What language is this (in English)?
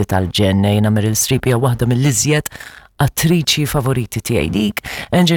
Maltese